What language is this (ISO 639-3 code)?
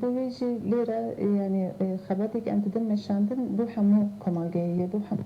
kur